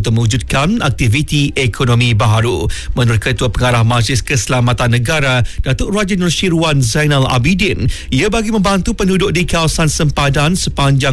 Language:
Malay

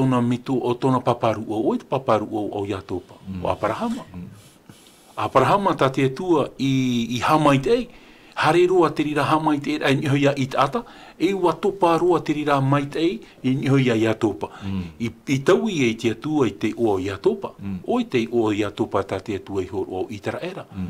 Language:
Tahitian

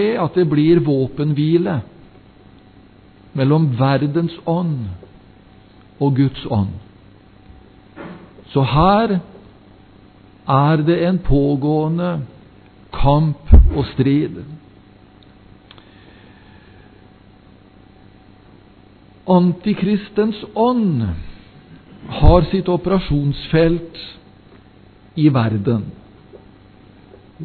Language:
Norwegian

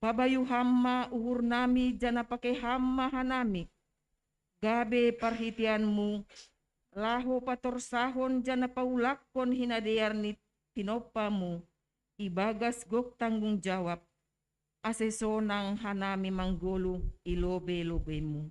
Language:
Batak Simalungun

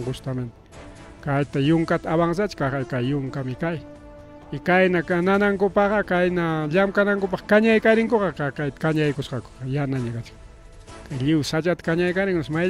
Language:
Ayacucho Quechua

